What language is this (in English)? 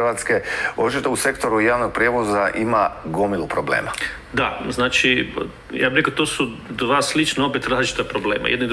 Croatian